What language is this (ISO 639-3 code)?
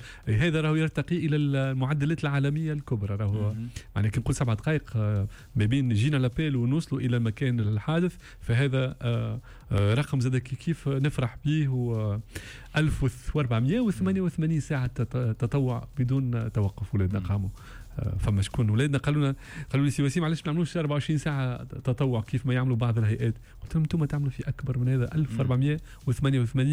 aeb